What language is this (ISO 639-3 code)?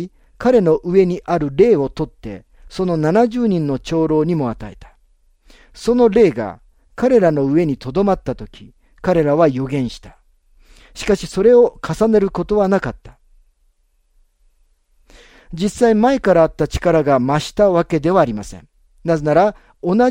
jpn